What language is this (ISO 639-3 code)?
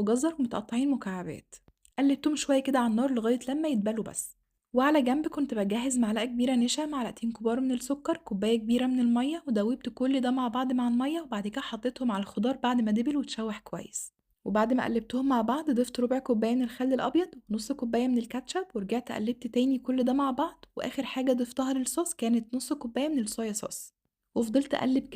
arz